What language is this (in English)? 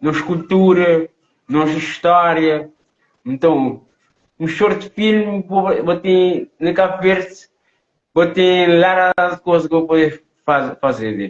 Kabuverdianu